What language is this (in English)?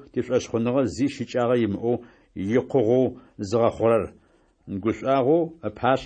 Adyghe